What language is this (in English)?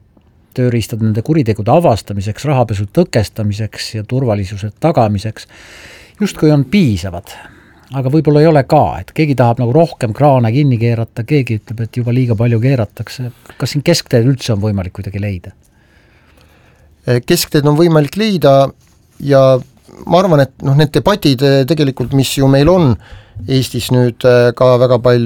Estonian